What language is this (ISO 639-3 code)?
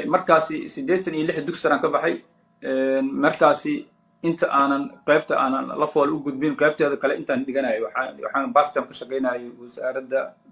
som